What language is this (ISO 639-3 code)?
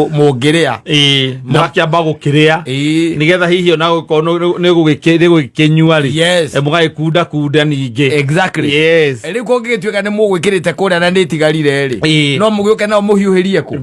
kik